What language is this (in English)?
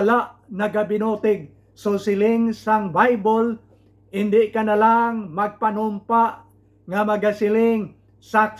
Hiligaynon